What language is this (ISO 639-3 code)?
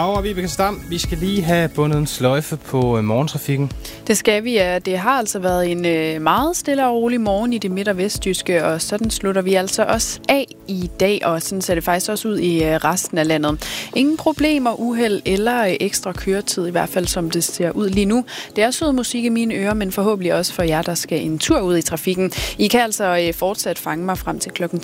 dan